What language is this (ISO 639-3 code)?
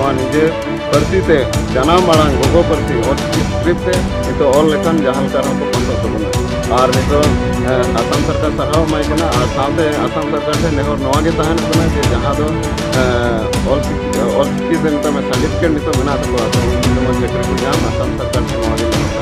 sat